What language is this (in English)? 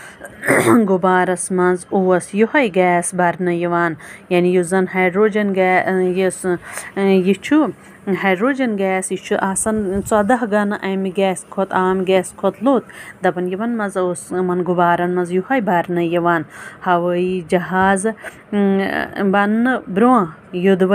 Kashmiri